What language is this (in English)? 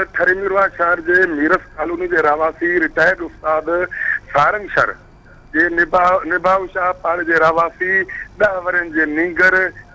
Sindhi